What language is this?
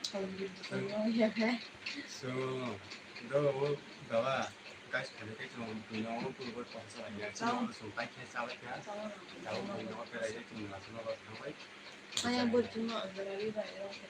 Kok Borok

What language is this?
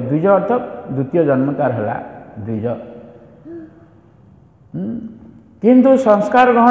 Odia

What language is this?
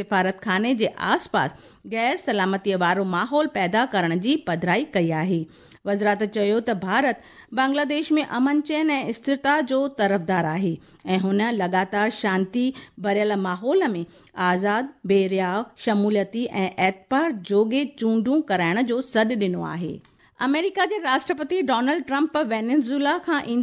Sindhi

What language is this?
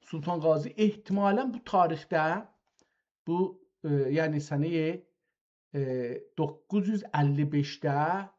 South Azerbaijani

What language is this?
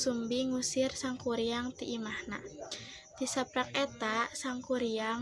Sundanese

